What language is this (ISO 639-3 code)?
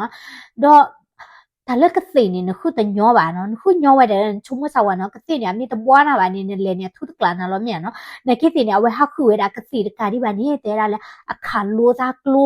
ksw